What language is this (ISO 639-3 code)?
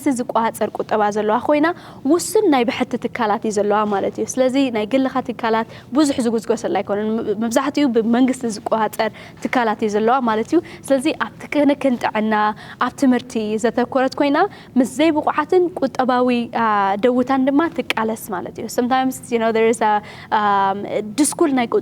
tir